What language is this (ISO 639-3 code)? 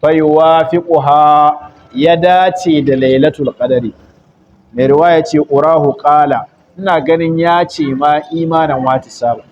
hau